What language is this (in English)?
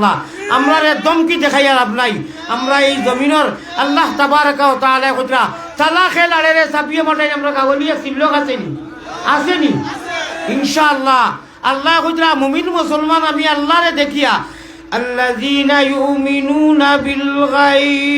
Sylheti